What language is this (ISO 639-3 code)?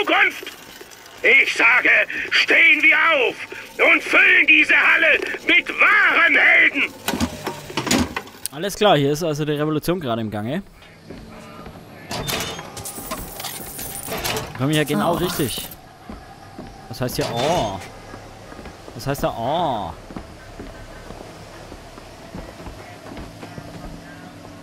deu